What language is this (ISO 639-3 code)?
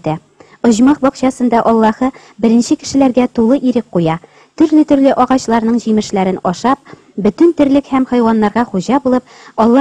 tat